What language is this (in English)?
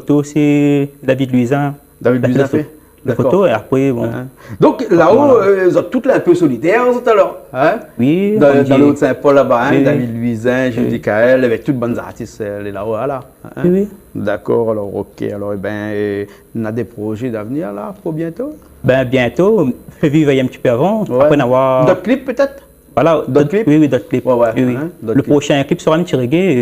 Réunion Creole French